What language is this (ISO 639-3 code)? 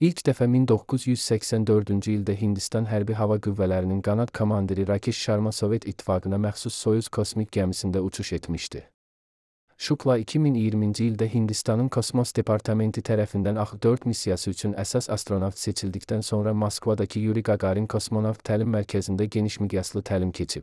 aze